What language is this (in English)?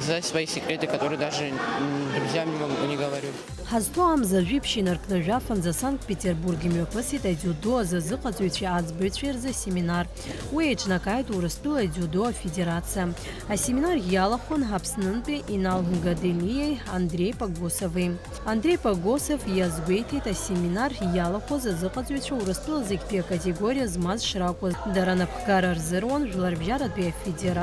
Abkhazian